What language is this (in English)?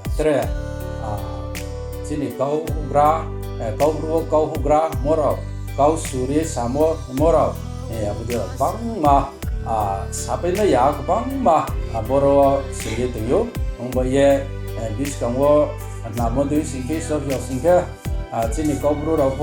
Riang (India)